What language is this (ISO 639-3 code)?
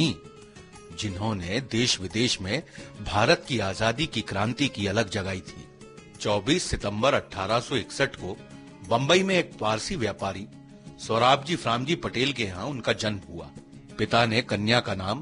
hin